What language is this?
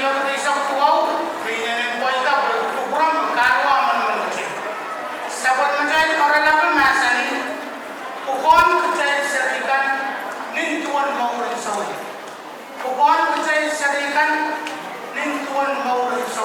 Pohnpeian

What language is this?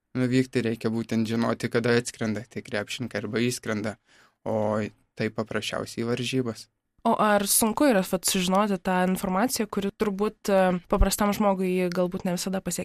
Lithuanian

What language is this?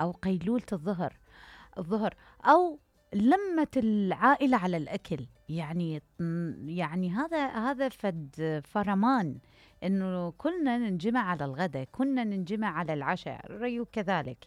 Mesopotamian Arabic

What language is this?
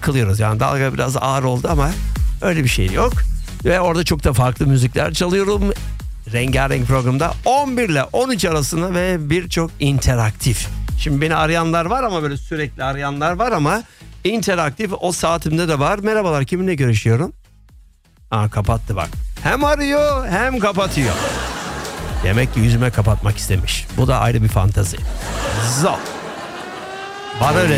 Turkish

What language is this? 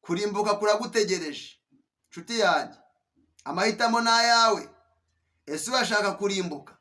Kinyarwanda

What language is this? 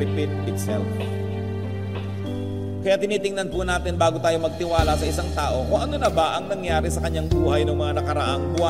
Filipino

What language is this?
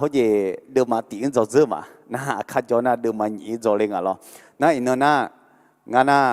Akha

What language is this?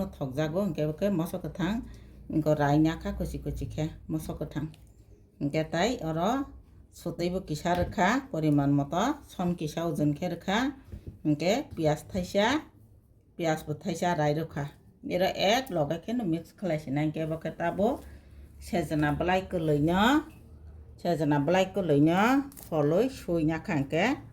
Kok Borok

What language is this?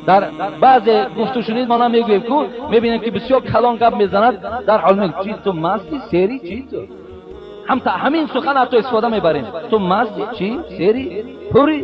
Tajik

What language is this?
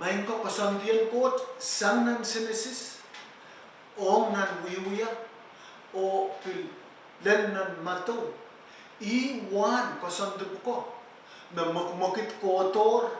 Pohnpeian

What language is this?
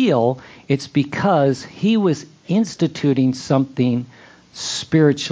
English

